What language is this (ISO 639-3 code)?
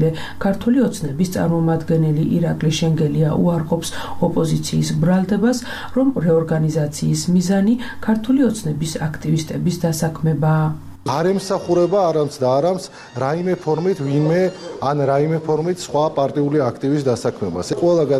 kat